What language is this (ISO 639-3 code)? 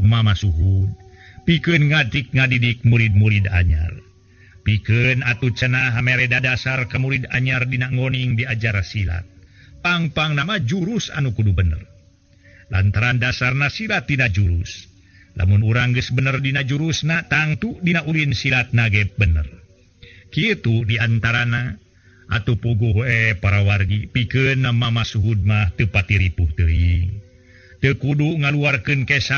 sun